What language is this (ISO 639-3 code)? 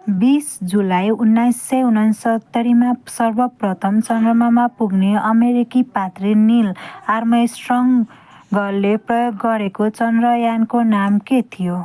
nep